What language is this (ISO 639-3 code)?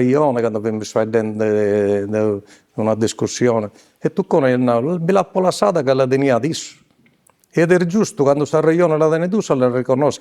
srd